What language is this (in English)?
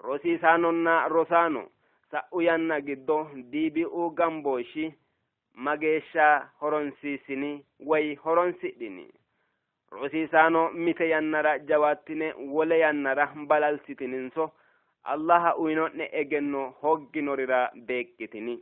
Sidamo